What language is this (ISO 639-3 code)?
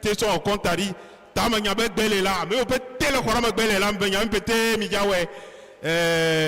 ewe